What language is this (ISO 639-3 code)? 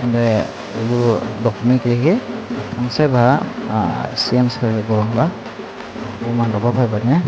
dis